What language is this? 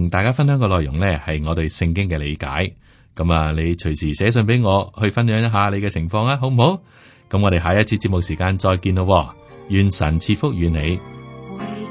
Cantonese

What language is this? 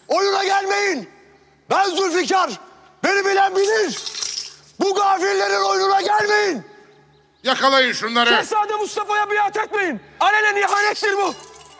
Turkish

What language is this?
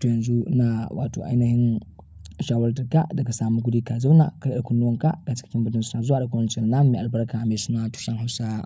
Hausa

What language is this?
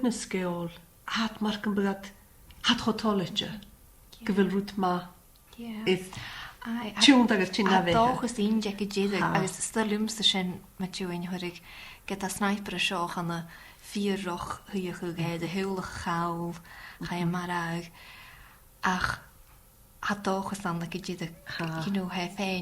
Scottish Gaelic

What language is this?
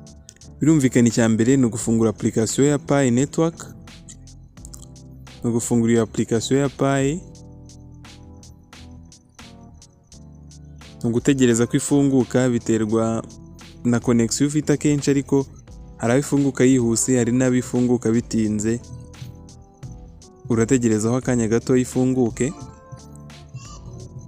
Kinyarwanda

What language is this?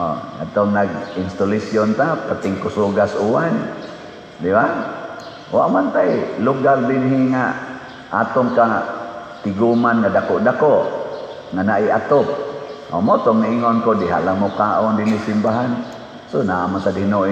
Cebuano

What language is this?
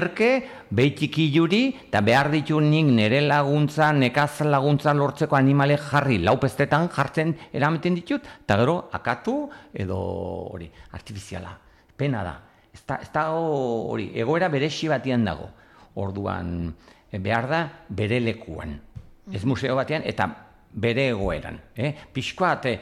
Basque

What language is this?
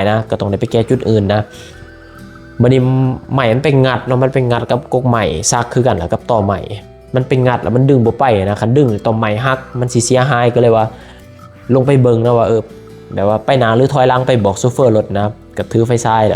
Lao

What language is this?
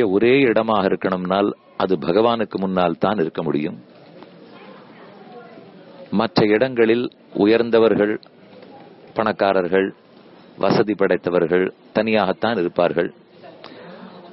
Tamil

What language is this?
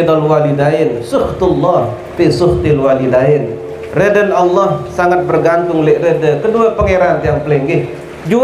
Sasak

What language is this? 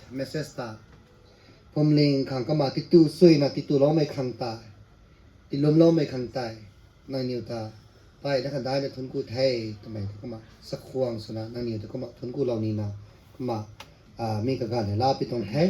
Rongmei Naga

